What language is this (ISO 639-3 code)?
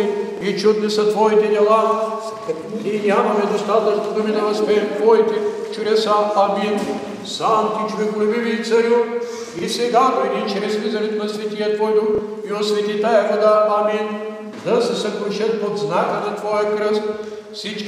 bul